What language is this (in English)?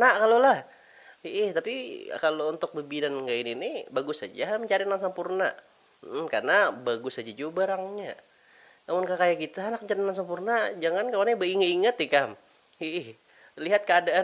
Banjar